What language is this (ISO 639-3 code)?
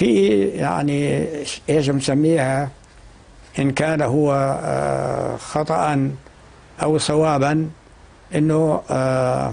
apc